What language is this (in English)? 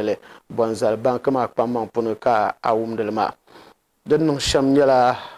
Dagbani